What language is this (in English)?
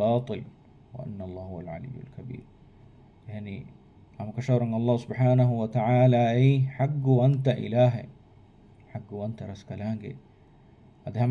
Divehi